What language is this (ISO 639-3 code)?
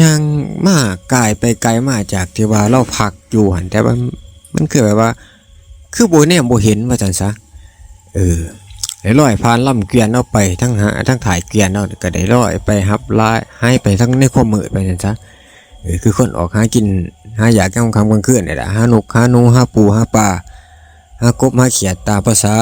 lao